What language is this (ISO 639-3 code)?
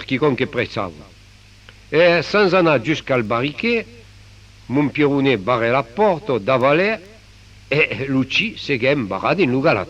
oci